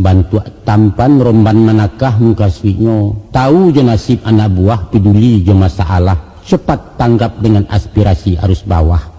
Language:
Minangkabau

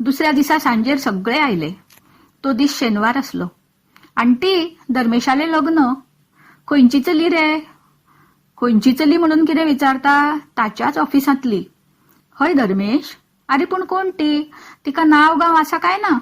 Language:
Konkani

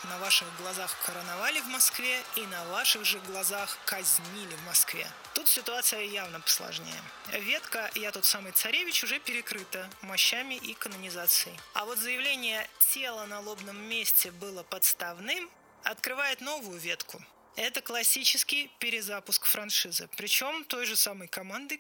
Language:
Russian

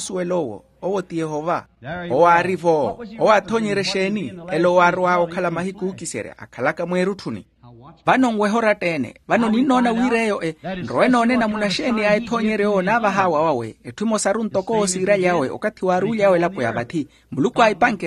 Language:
Makhuwa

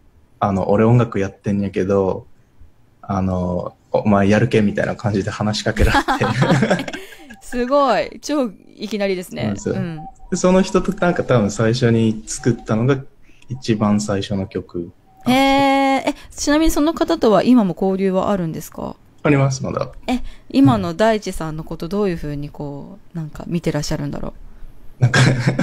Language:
Japanese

